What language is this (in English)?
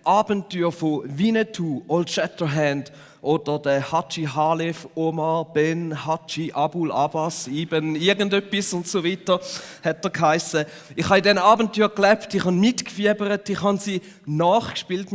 Swiss German